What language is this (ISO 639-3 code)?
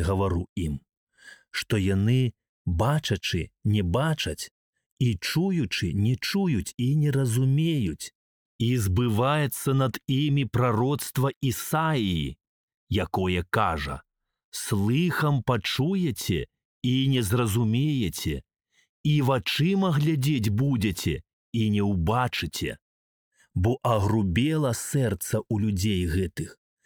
bel